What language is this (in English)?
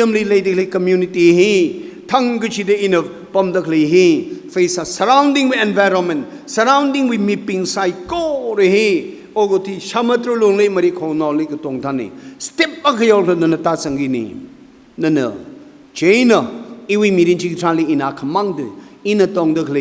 Tangkhul Naga (India)